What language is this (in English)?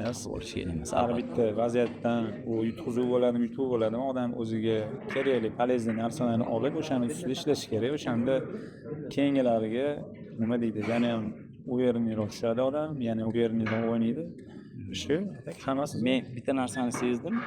Uzbek